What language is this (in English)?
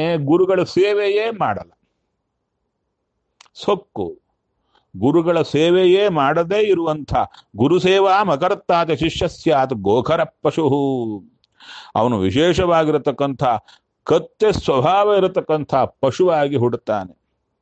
Kannada